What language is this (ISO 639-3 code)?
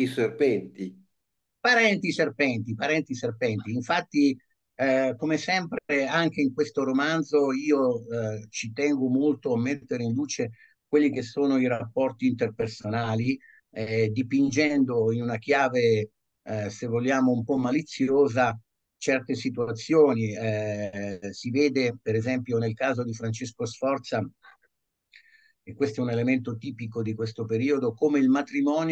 ita